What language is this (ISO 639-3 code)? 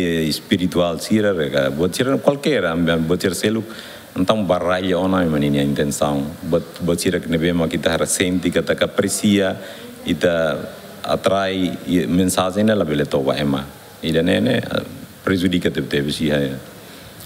tet